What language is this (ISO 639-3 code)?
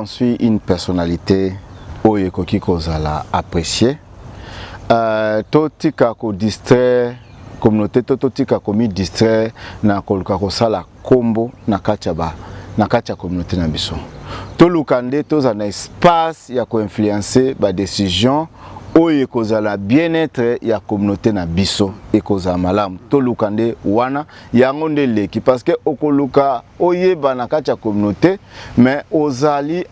lin